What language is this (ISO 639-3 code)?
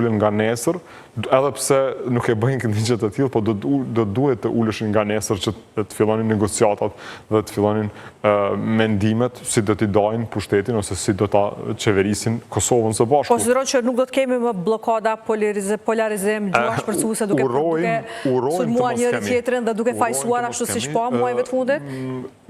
sqi